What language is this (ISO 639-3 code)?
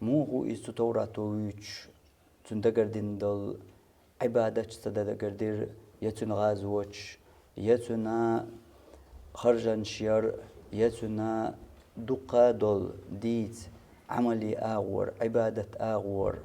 che